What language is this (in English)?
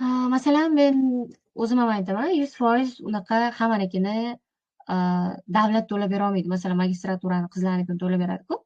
Uzbek